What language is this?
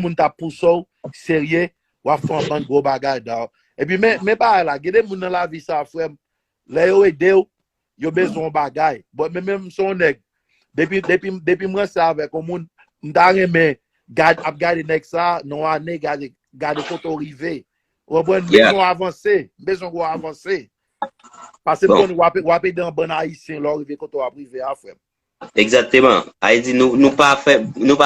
Haitian Creole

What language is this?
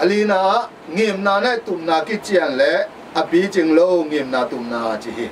Tedim Chin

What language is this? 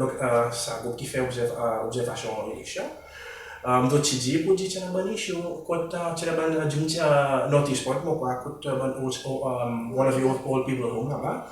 Seselwa Creole French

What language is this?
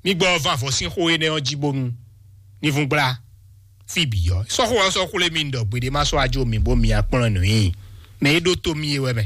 Fon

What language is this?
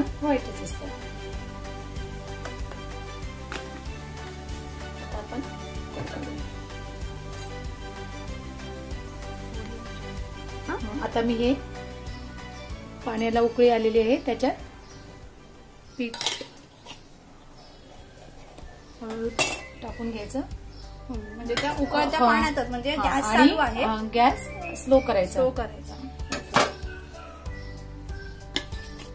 Marathi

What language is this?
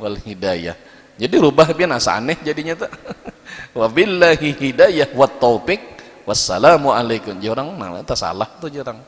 Banjar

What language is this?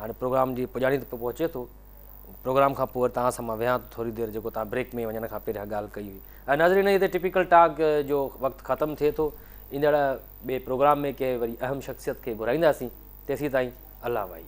Sindhi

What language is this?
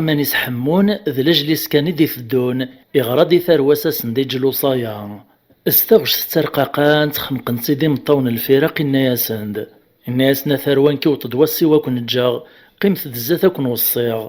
Kabyle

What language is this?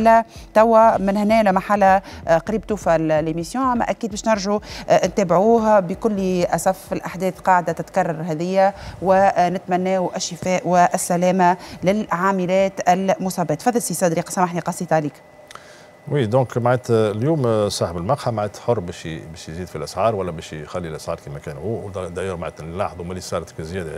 Tunisian Arabic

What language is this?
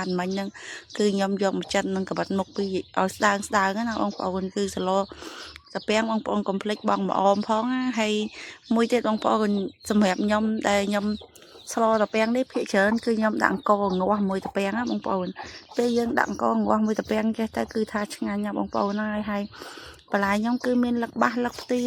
Khmer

